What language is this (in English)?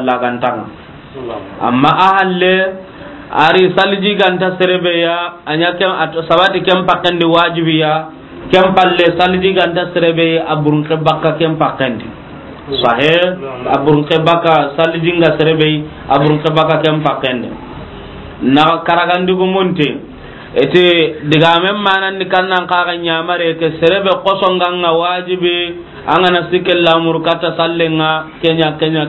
Soninke